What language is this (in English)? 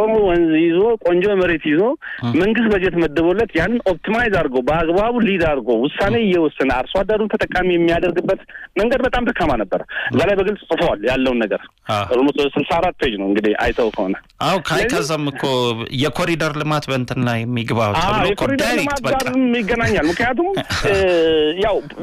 Amharic